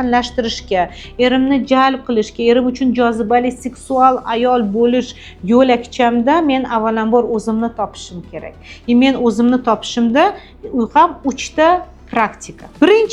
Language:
Uzbek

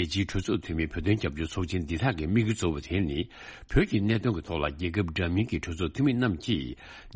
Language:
Tibetan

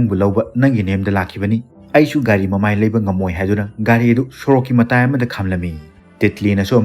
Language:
Manipuri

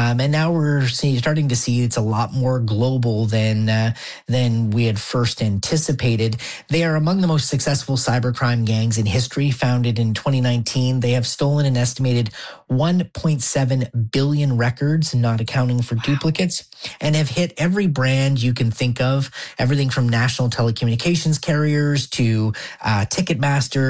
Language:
English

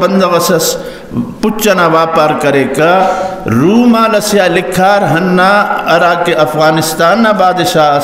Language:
Brahui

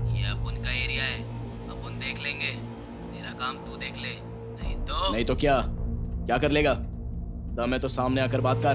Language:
Hindi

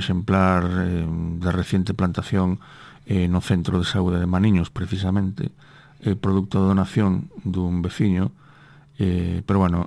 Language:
Galician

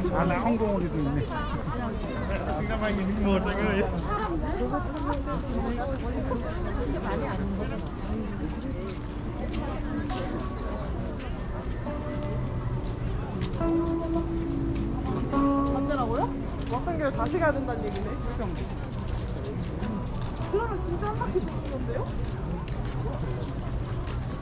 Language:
Korean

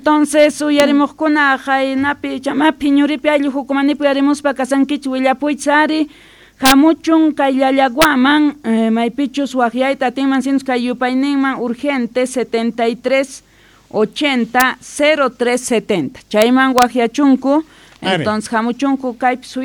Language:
Quechua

